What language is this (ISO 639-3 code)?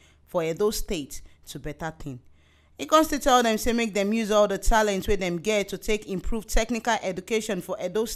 pcm